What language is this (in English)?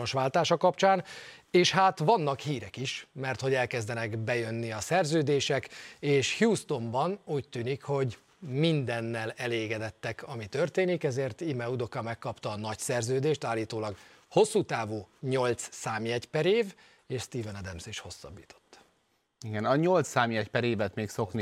Hungarian